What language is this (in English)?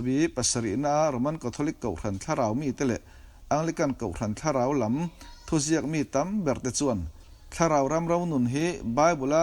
Mizo